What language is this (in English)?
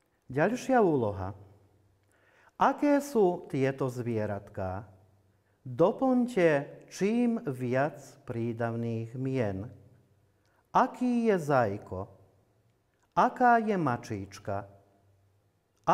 Slovak